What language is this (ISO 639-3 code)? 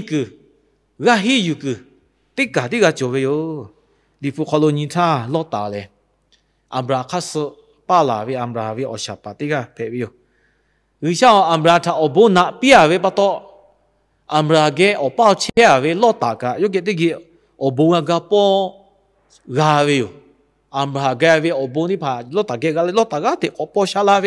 lhu